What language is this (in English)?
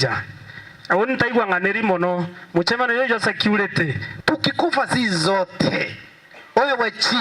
Meru